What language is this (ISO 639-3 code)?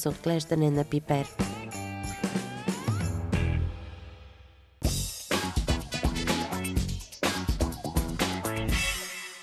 bul